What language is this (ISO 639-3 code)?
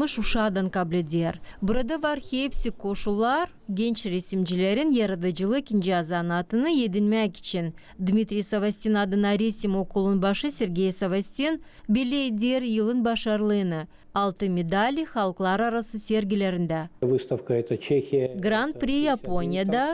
gag